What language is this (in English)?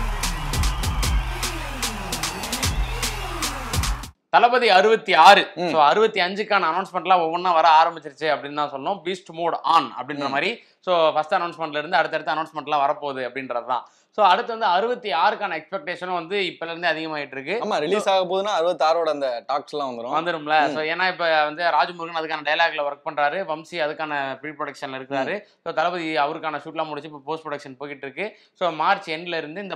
Tamil